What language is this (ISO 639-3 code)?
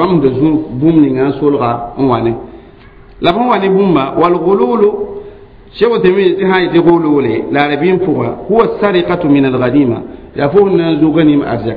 mos